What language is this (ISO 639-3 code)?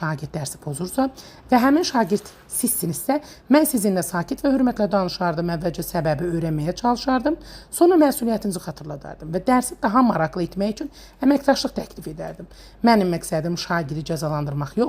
aze